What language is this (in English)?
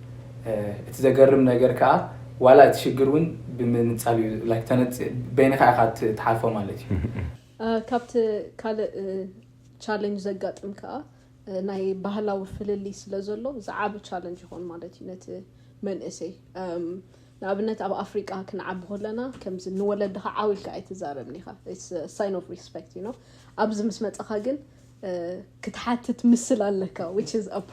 Tigrinya